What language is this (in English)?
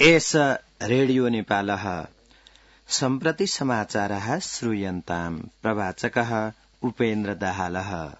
Sanskrit